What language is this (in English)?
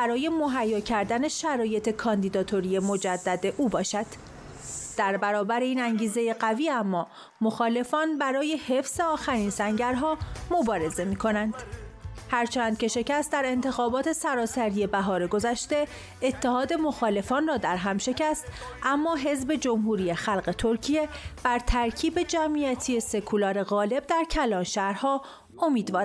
Persian